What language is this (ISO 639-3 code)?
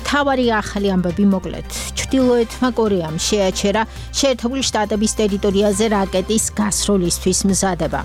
kat